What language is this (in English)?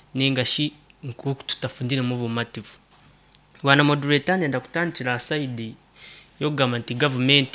Nyoro